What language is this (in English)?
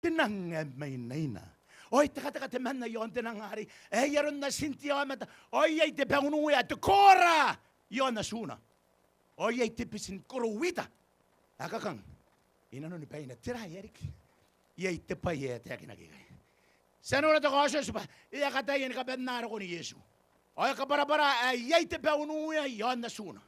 Gilbertese